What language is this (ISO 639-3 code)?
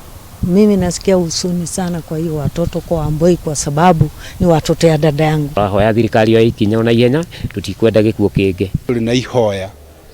kik